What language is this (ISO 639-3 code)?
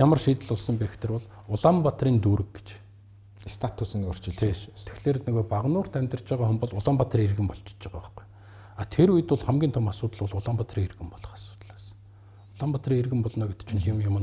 mon